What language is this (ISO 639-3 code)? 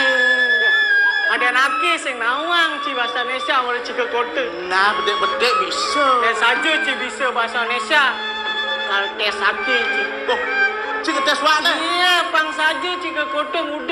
ban